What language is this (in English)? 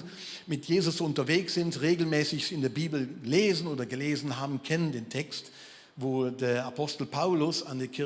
Swiss German